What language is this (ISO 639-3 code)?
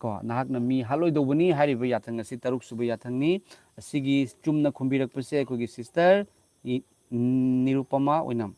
mni